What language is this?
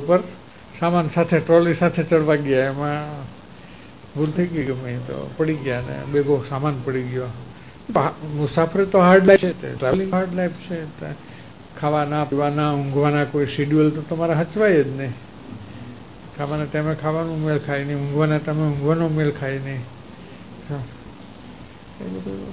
Gujarati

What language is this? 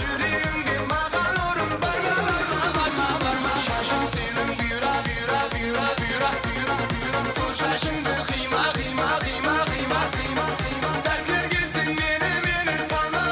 Kara-Kalpak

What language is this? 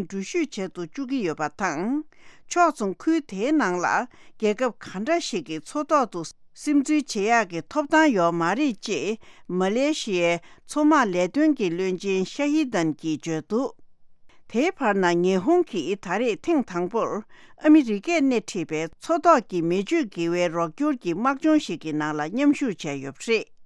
Tibetan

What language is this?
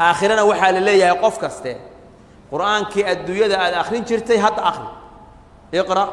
Somali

